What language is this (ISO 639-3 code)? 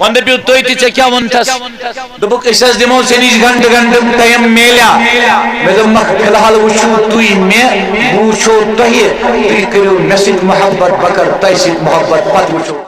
kas